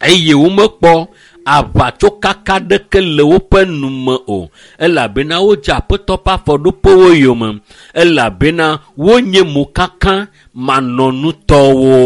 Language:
Ewe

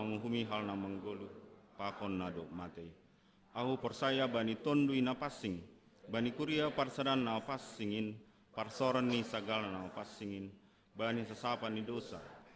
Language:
Batak Simalungun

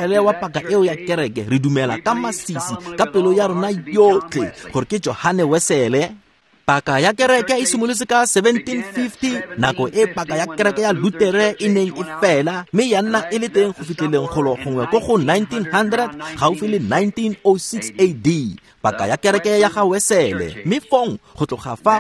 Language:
Tswana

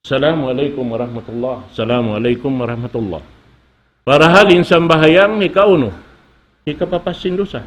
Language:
Tausug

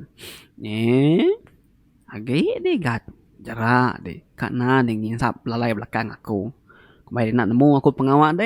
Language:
Iban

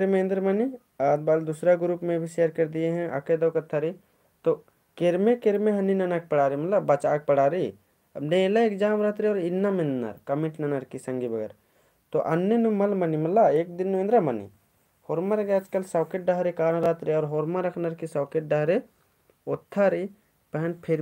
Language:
Kurukh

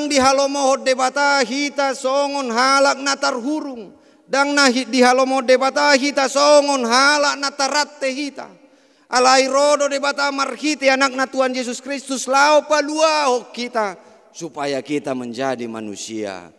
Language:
Batak Toba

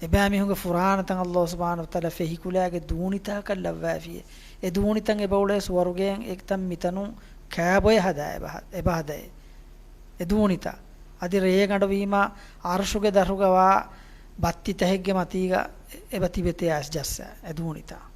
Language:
Divehi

